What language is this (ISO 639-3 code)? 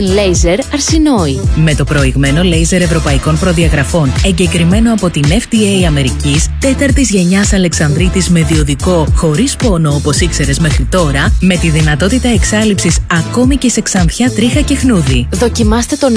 ell